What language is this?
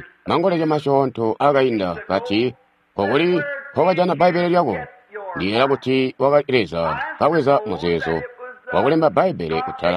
Tonga (Zambia)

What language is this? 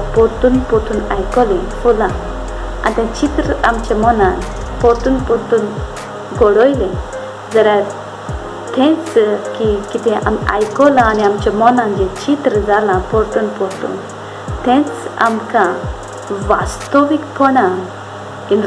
Konkani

